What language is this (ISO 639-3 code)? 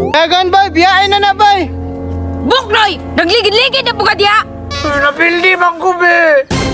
ceb